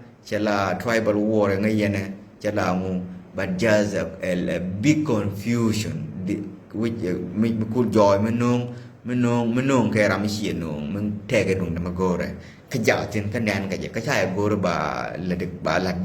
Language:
Nuer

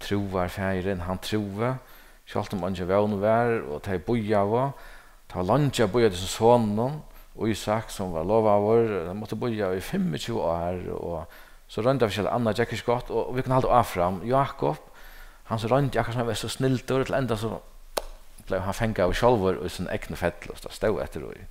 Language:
Faroese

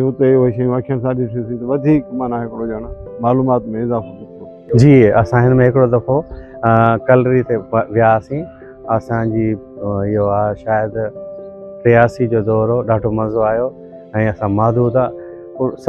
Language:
Sindhi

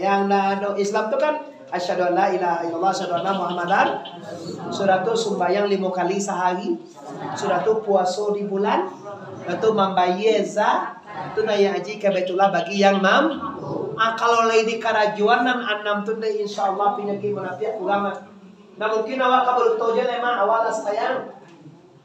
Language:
Minangkabau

